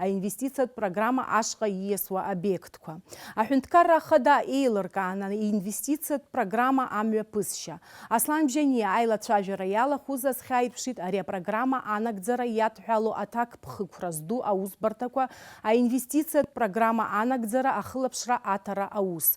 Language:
Abkhazian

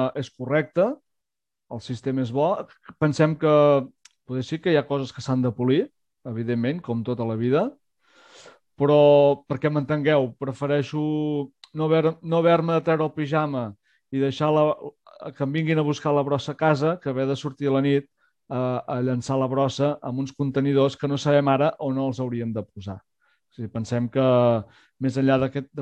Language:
Catalan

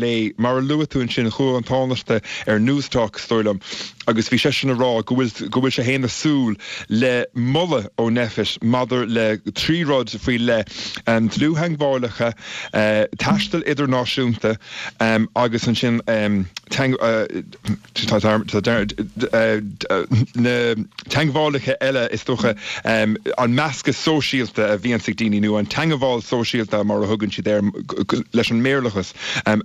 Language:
Irish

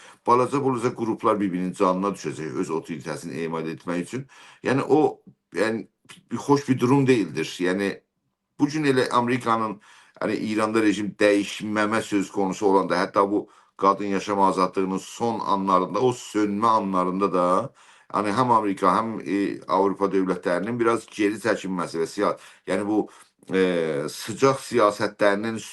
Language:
South Azerbaijani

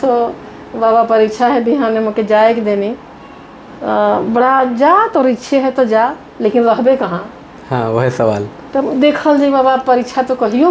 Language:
Sadri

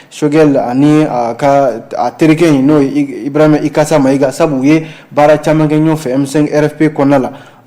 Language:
Bambara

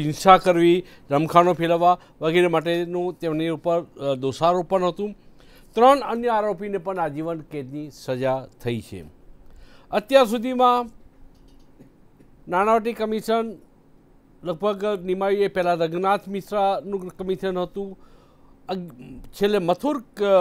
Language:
Gujarati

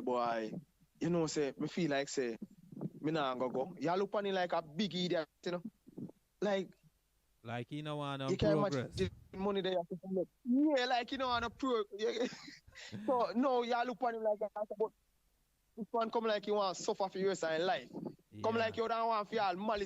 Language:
Jamaican Creole English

